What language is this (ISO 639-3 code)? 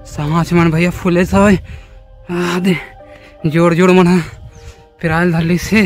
hne